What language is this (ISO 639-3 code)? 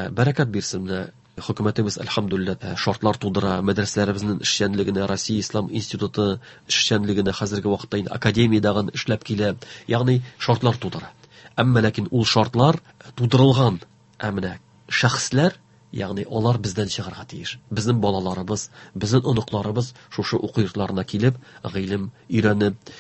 tat